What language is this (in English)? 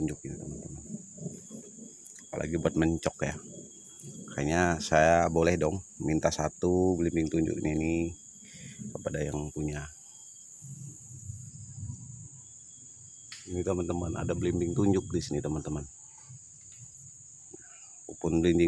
Indonesian